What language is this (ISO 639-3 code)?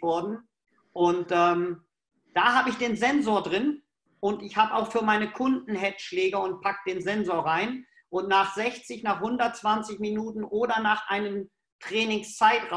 deu